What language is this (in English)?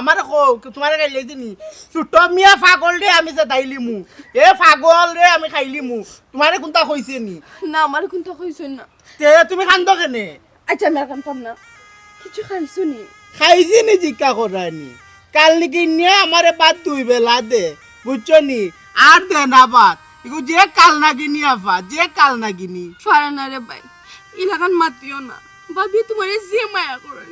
Sylheti